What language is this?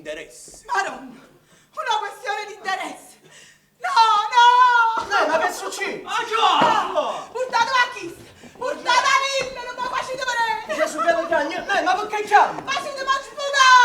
Neapolitan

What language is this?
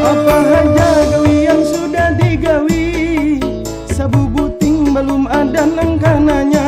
Banjar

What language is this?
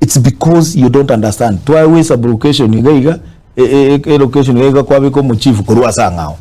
Gusii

